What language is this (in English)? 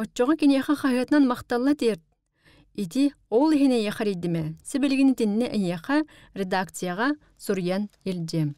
Yakut